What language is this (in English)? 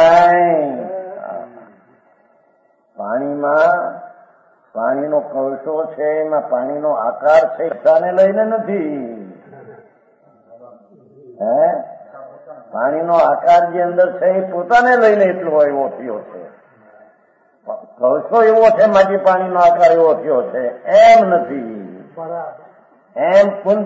Gujarati